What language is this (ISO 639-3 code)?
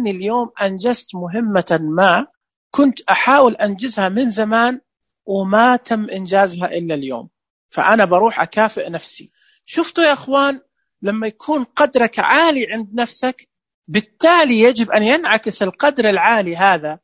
ars